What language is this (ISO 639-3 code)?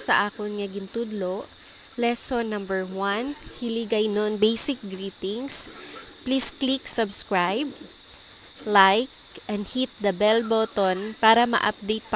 hil